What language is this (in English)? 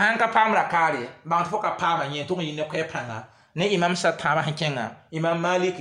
Mossi